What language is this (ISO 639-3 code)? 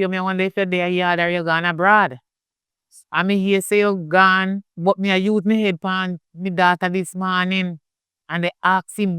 jam